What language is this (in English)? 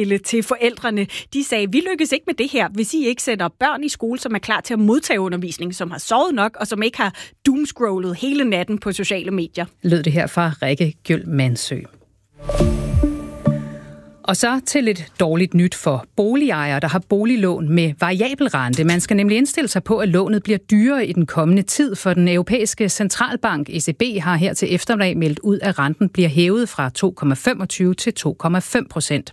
Danish